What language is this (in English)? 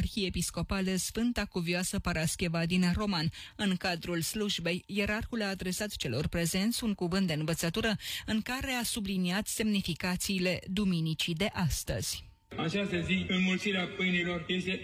Romanian